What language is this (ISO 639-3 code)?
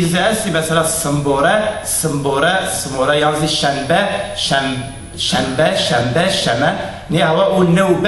zza